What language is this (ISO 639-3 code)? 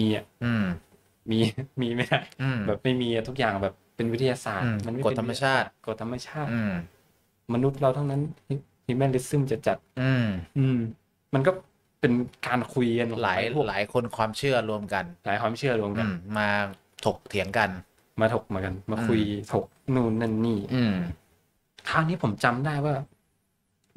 tha